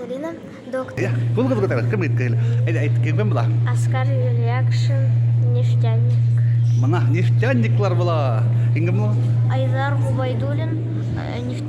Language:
Bashkir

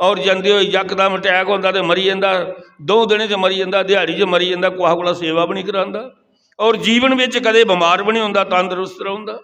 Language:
Dogri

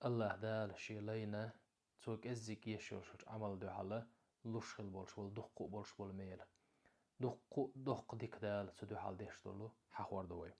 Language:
Chechen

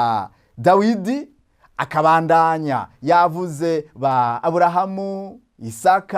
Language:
Rundi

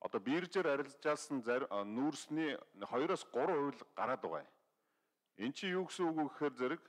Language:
Mongolian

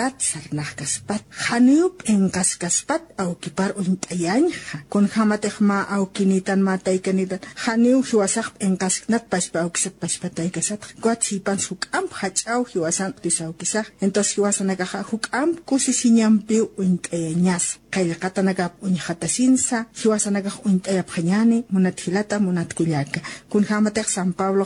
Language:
Aymara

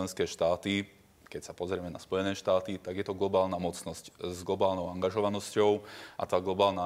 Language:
Slovak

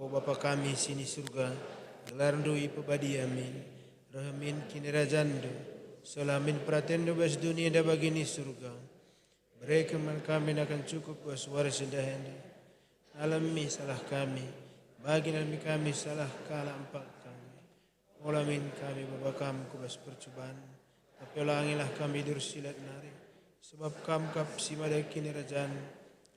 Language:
Batak Karo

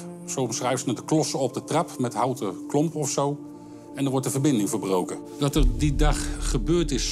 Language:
Dutch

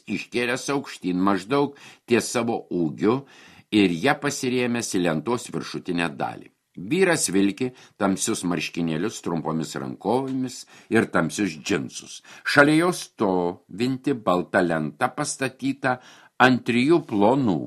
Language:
Lithuanian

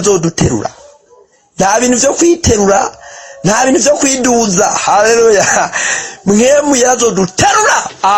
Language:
Rundi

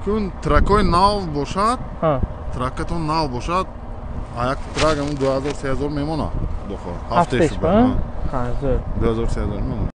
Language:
Tajik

